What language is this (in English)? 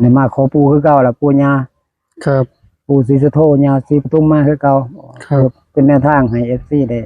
Northeastern Thai